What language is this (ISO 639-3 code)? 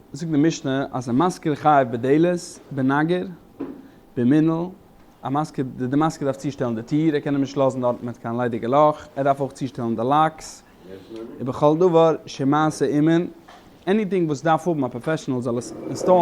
yid